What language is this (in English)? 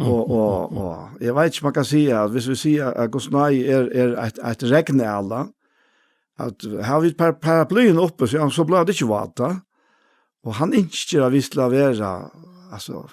Faroese